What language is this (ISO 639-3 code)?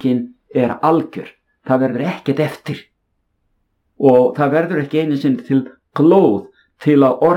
isl